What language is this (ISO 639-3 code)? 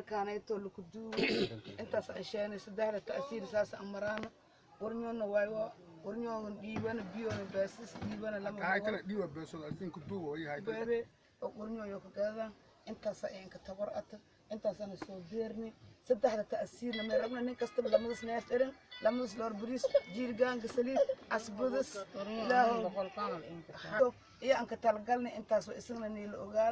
som